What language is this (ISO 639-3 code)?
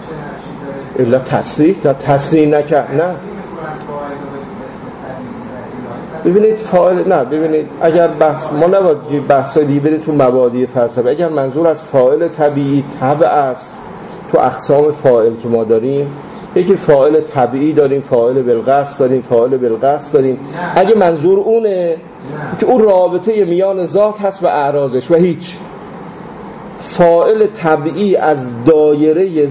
fas